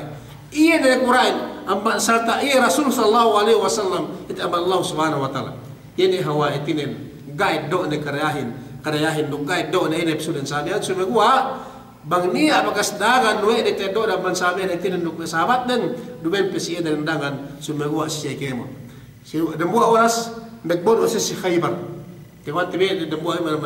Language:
Yakan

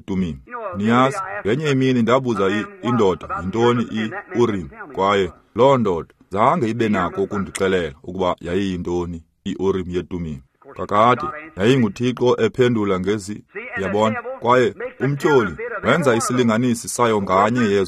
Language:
Xhosa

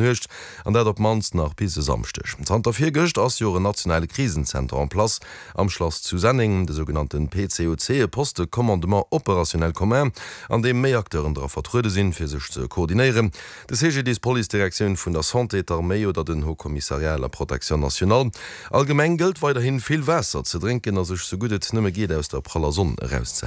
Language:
Luxembourgish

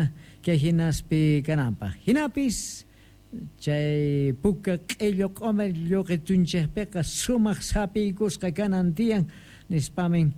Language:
South Bolivian Quechua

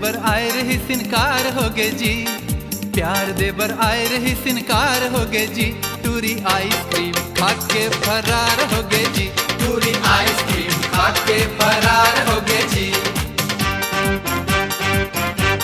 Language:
Chhattisgarhi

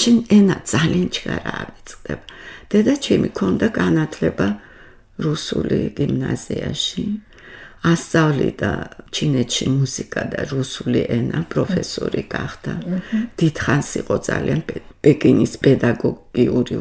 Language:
Georgian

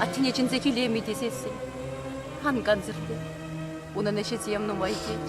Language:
Chuvash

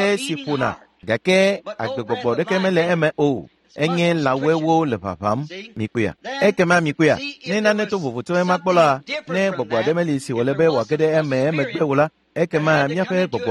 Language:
Ewe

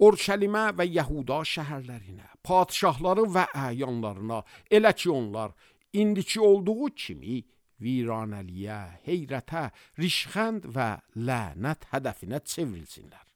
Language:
Azerbaijani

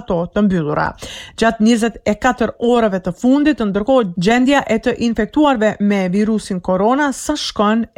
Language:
Albanian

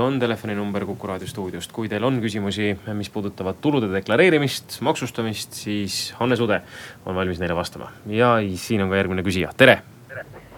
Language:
Estonian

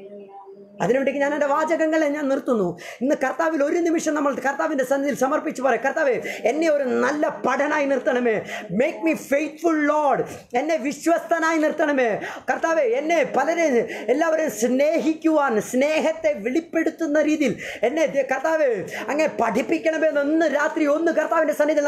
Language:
Malayalam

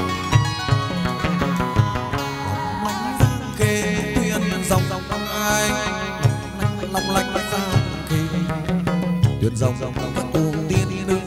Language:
Vietnamese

